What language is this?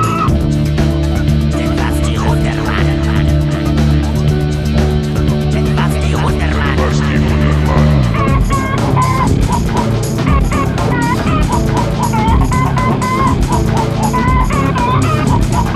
Afrikaans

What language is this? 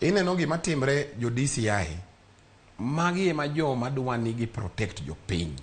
Luo (Kenya and Tanzania)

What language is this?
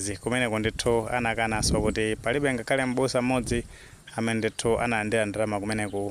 Nyanja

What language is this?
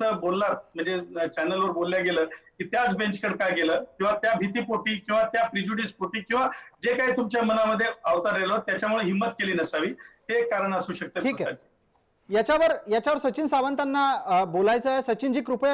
Marathi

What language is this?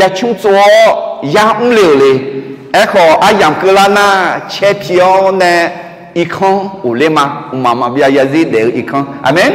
Akha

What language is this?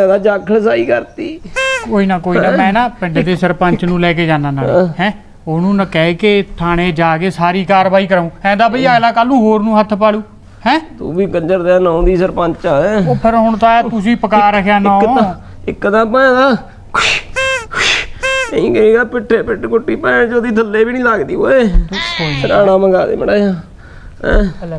Punjabi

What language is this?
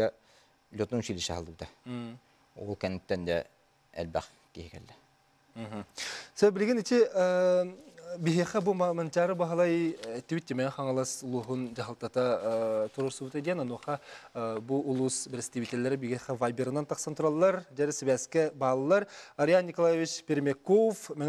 Yakut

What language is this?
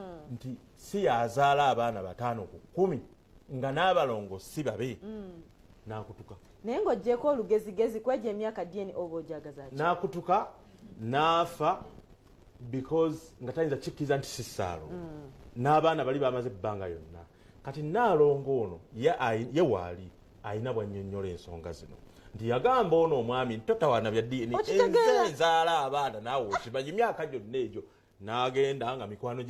Ganda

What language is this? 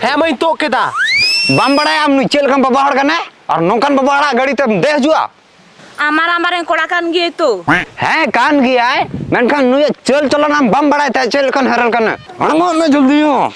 Santali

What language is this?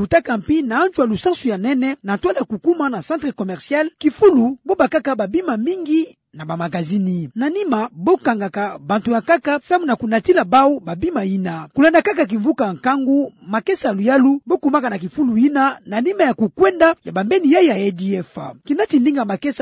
Kituba (Democratic Republic of Congo)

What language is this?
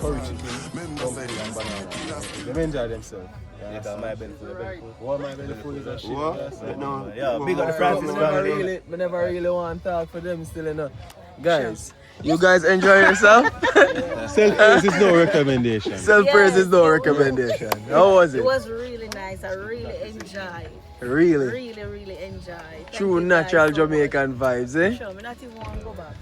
Jamaican Creole English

